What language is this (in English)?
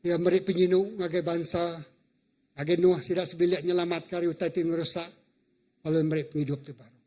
Iban